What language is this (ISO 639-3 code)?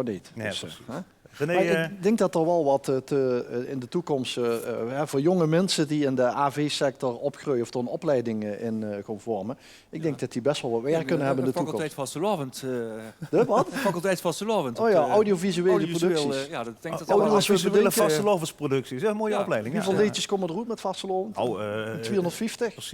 lim